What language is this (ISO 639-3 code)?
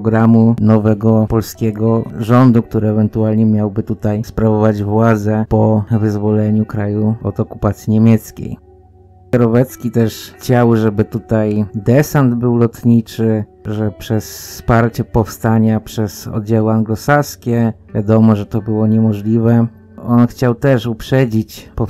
pol